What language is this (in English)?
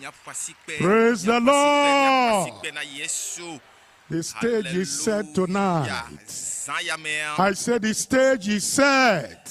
Ewe